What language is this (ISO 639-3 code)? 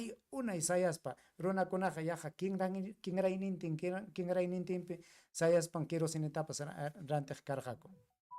quy